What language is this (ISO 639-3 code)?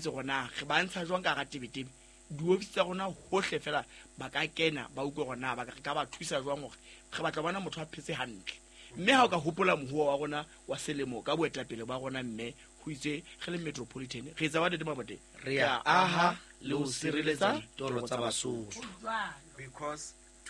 sot